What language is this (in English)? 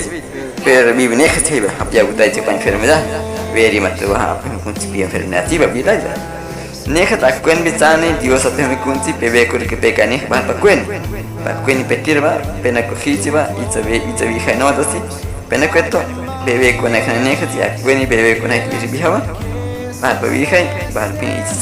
Guahibo